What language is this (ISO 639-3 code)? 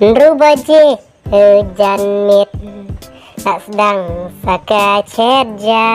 kha